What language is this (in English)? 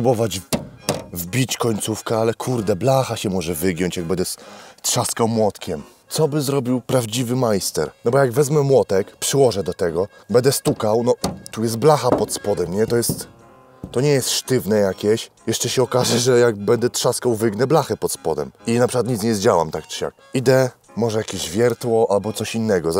Polish